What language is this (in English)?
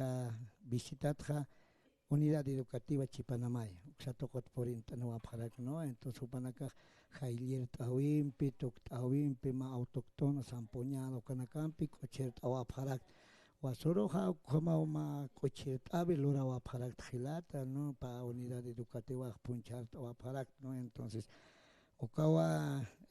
Aymara